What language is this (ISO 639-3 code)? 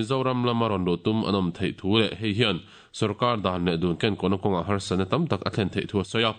lus